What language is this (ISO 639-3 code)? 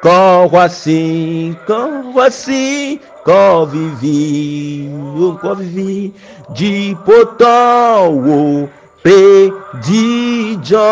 ewe